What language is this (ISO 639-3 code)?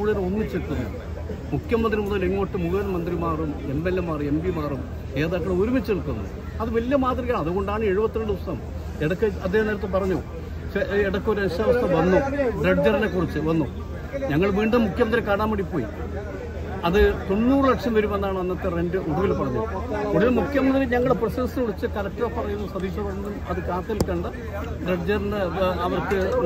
mal